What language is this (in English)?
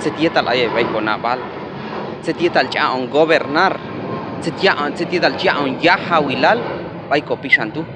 Q'anjob'al